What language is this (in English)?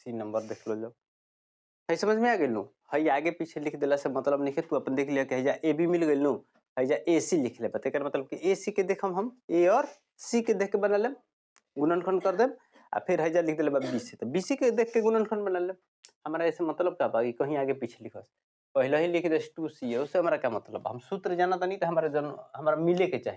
Bhojpuri